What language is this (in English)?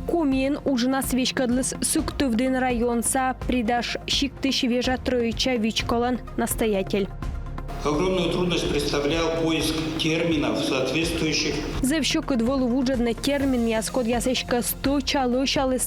Komi